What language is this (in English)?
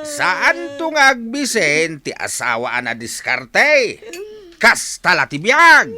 Iloko